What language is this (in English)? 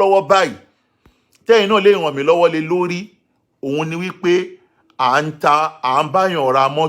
Yoruba